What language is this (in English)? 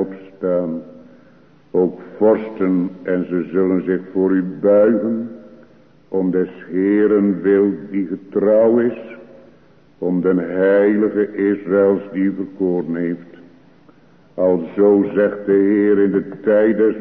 Dutch